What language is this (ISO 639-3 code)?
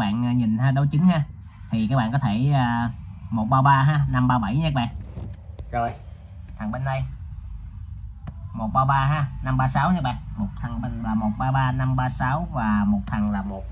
vie